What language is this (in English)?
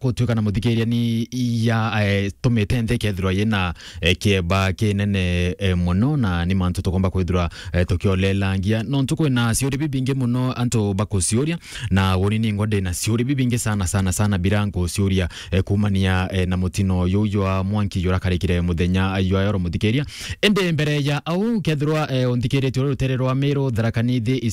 Meru